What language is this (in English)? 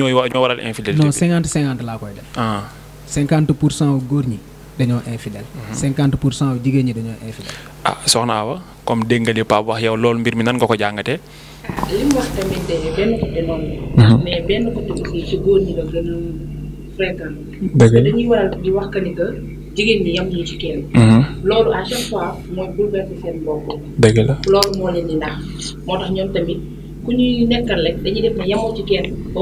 Wolof